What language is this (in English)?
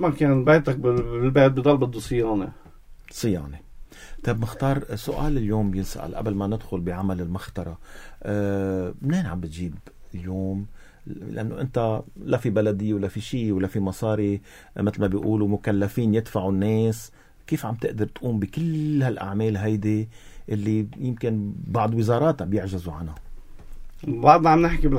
North Levantine Arabic